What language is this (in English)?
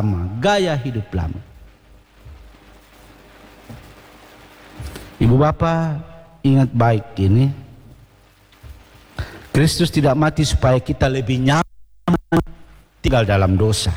Indonesian